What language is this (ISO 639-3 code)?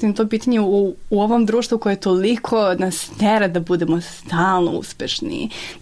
srp